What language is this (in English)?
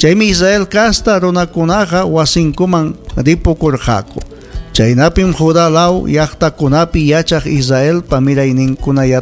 Ayacucho Quechua